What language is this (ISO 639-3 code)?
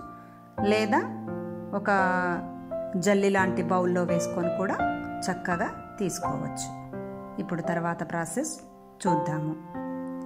tel